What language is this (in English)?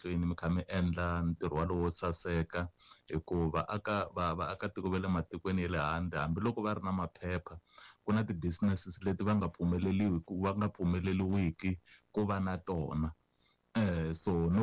Tsonga